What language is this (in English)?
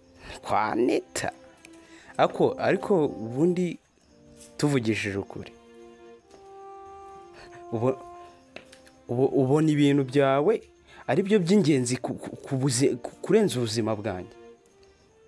Kinyarwanda